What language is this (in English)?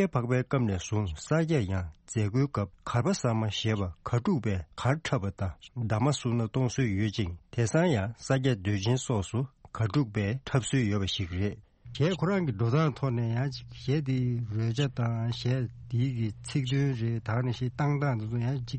Tibetan